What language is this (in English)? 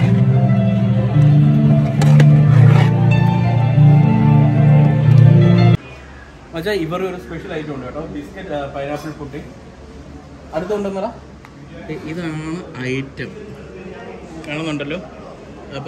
Malayalam